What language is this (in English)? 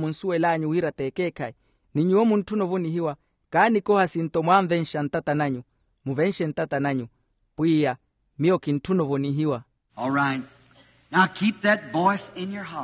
Makhuwa